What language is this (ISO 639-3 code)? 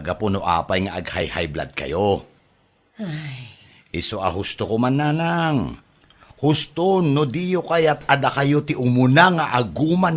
ilo